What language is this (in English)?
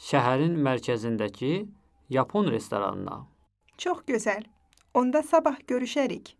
Azerbaijani